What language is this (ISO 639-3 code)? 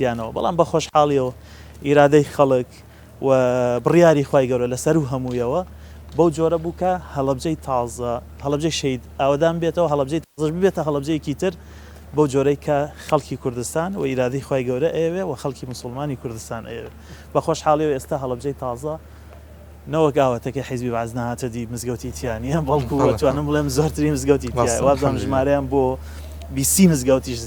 ckb